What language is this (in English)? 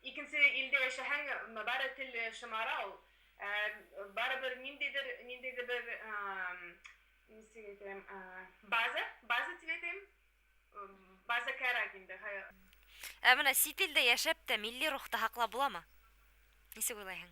Bashkir